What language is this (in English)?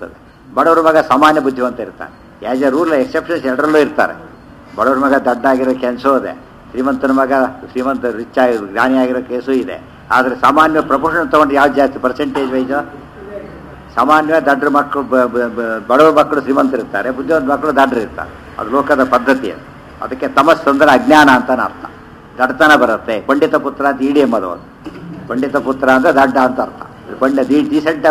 Kannada